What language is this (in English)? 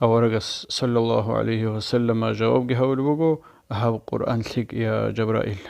Avaric